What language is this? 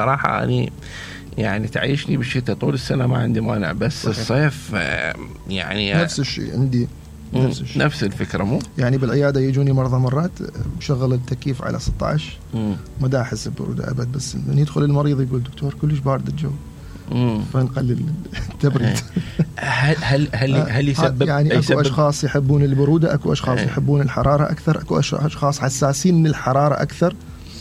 Mesopotamian Arabic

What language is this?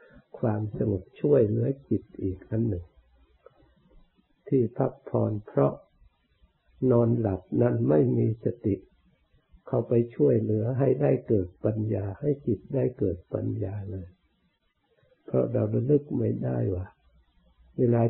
Thai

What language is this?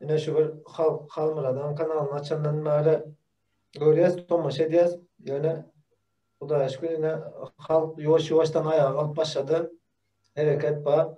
Turkmen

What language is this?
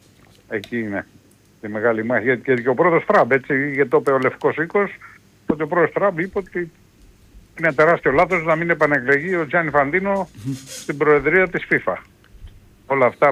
Greek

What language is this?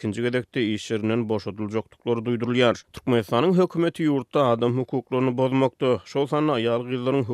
Turkmen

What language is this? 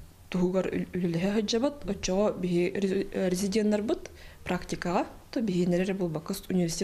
Yakut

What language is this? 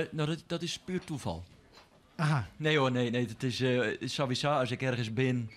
Western Frisian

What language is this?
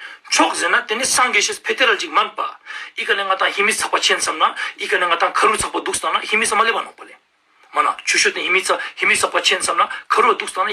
Ladakhi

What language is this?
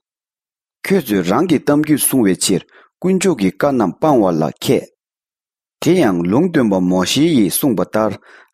Tibetan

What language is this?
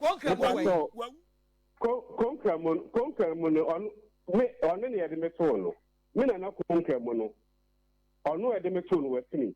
Akan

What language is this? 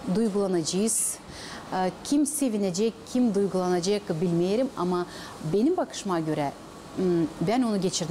Gagauz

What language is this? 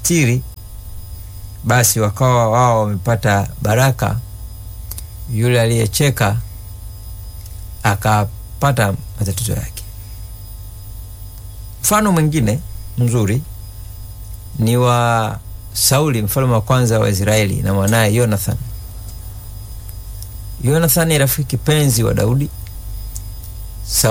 Swahili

